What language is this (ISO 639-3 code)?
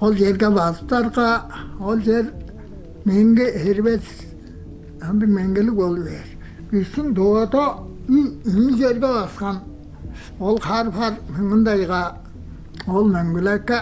tyv